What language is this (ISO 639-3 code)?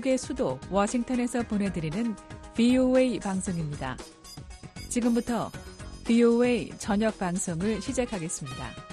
kor